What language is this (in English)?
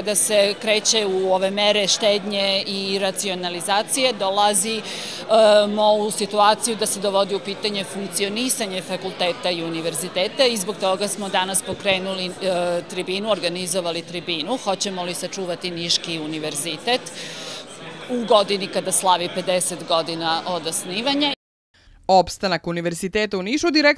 Serbian